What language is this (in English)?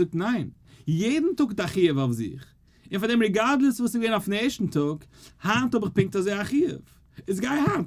Yiddish